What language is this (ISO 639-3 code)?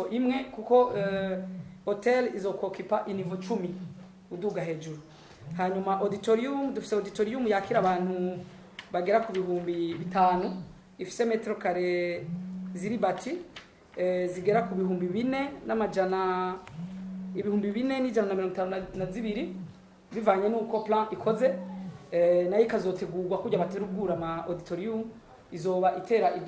run